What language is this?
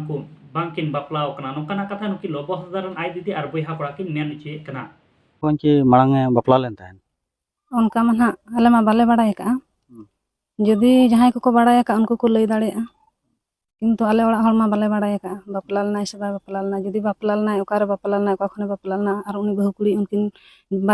Santali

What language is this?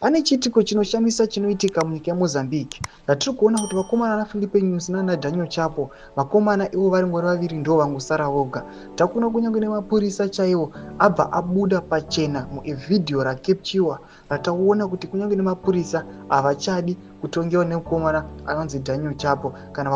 Shona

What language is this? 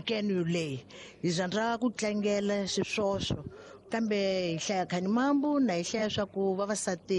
Tsonga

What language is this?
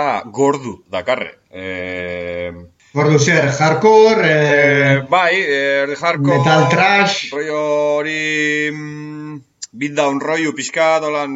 Basque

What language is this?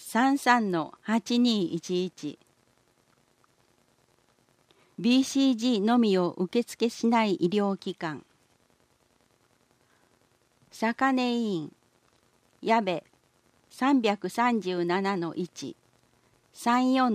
Japanese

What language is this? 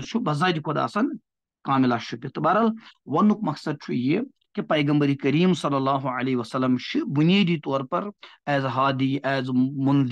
Kashmiri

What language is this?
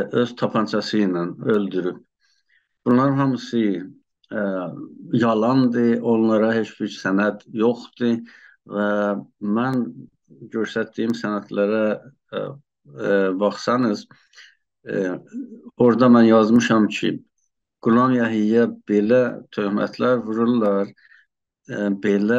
South Azerbaijani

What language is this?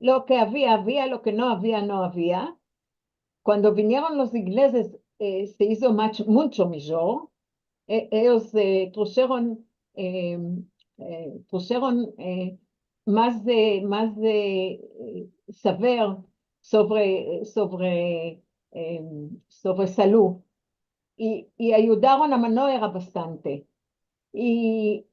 Ladino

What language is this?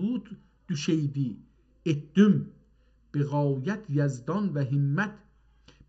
South Azerbaijani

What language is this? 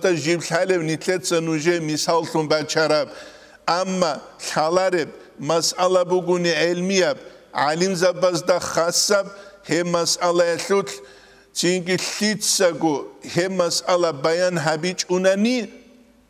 Avaric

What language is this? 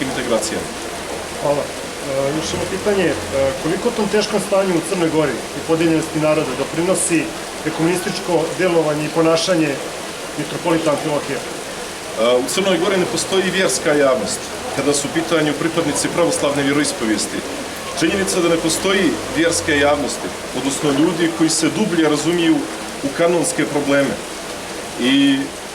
Serbian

